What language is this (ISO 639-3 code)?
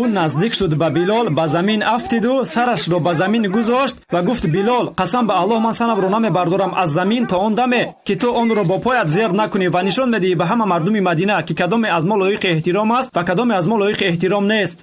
tgk